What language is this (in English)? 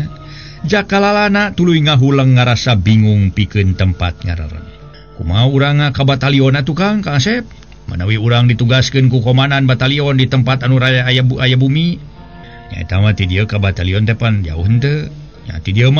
Sundanese